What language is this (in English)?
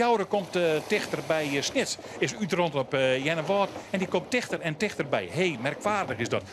Western Frisian